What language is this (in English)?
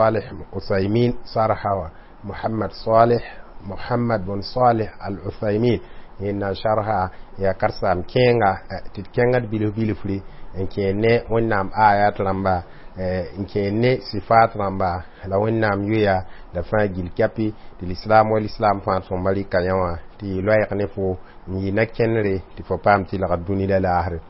Mossi